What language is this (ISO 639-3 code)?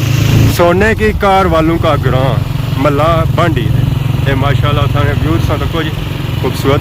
phr